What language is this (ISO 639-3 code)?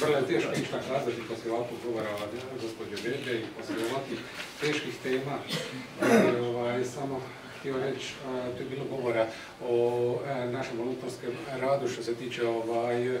slv